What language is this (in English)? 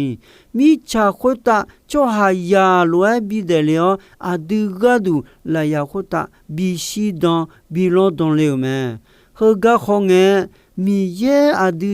Akha